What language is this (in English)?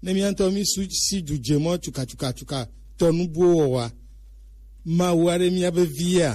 Gen